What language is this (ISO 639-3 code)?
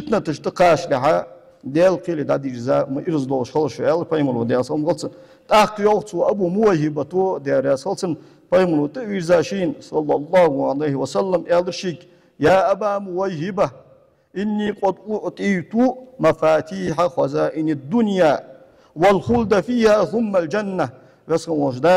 inh